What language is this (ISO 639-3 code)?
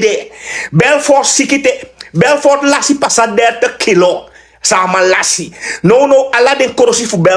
srn